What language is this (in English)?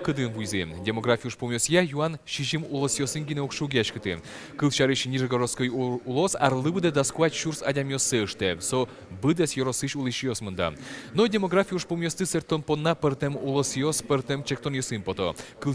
Udmurt